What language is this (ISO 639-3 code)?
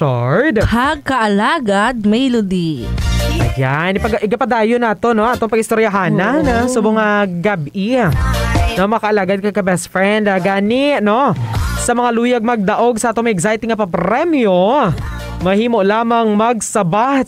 hil